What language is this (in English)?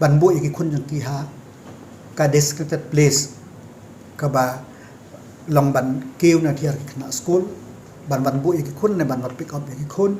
Khasi